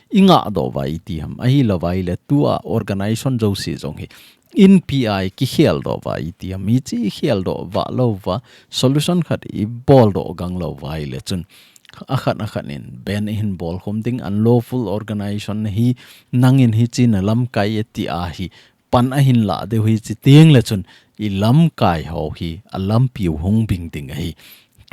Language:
Thado Chin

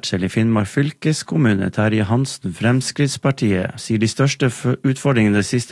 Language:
Norwegian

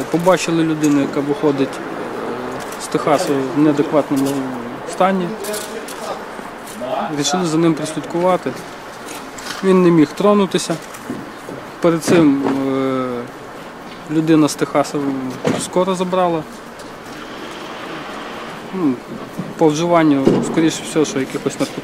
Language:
Ukrainian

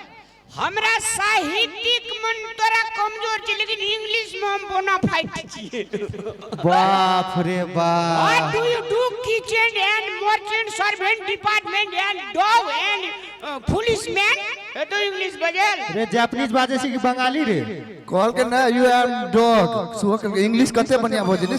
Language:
Maithili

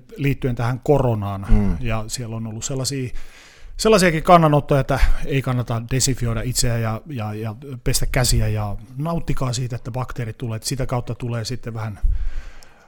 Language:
Finnish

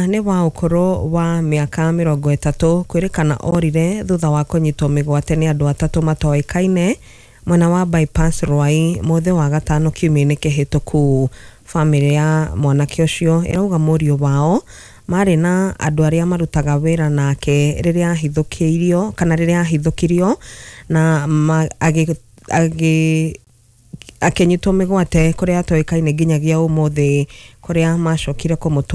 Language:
Kikuyu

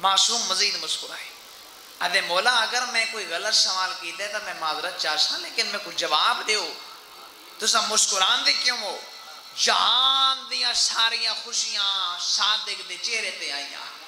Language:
Saraiki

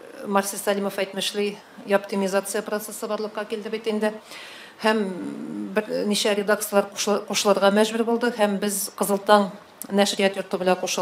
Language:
Tatar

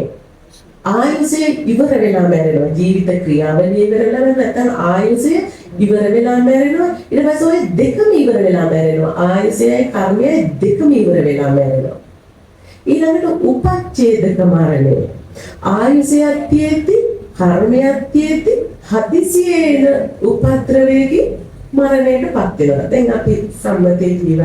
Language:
Sinhala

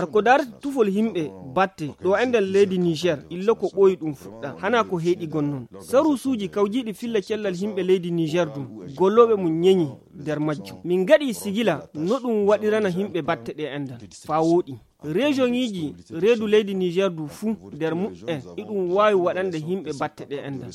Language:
Fula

